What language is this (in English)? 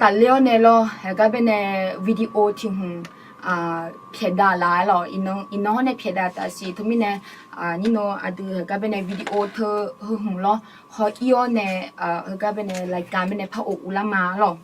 Akha